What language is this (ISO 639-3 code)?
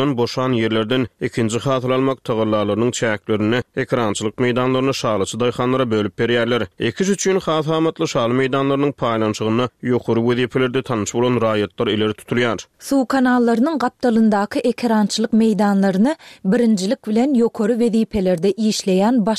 tuk